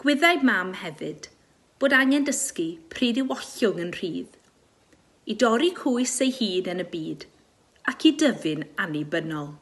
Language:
Welsh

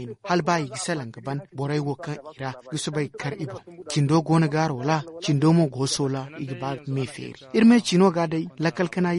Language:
Zarma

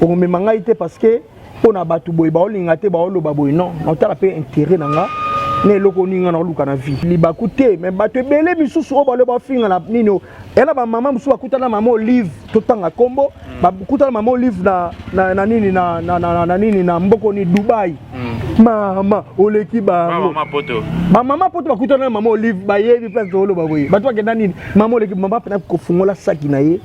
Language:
Lingala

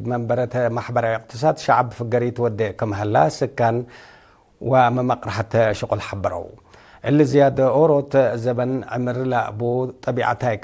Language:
Tigre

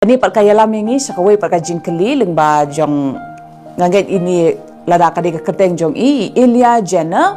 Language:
Khasi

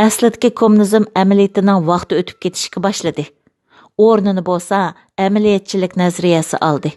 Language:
Uyghur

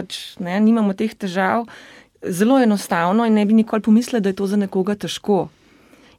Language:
Slovenian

